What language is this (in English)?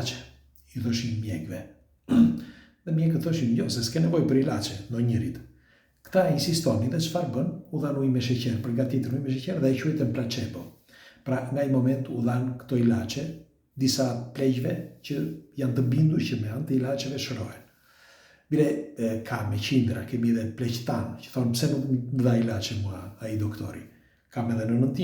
Albanian